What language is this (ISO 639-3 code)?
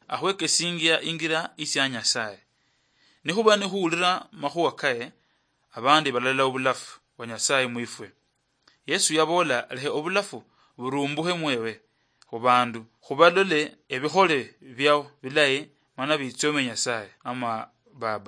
luy